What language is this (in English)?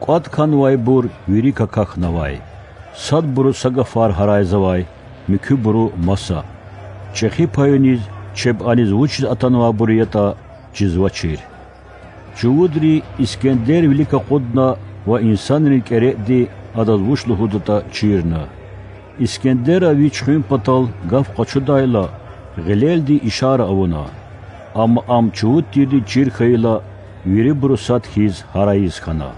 Lezghian